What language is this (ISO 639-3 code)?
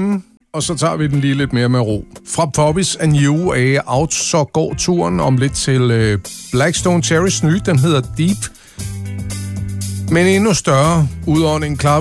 dan